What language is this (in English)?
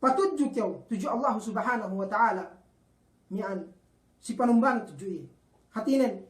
Yakan